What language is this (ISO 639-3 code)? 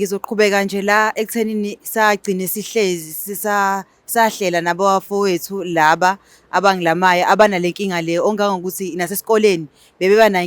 zul